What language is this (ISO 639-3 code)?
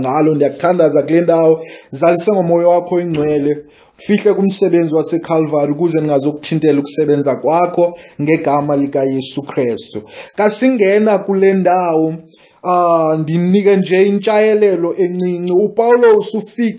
xho